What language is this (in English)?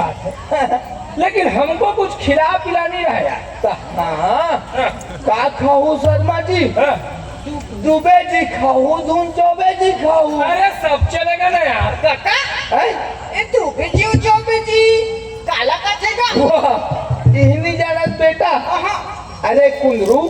Chhattisgarhi